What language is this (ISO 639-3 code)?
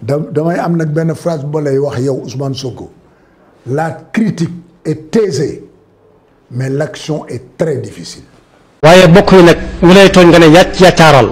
wol